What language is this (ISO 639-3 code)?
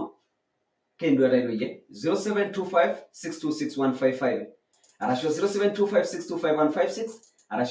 mas